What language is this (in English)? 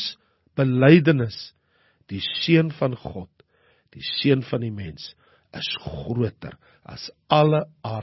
Afrikaans